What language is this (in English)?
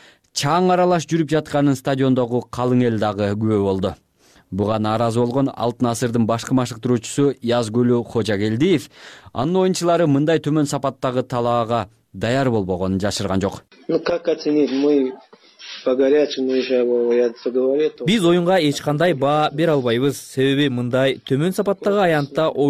Kyrgyz